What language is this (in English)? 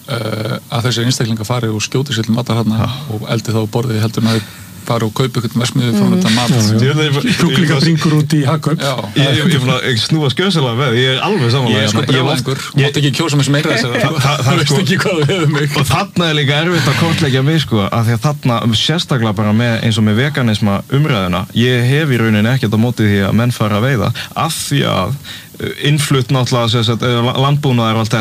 Icelandic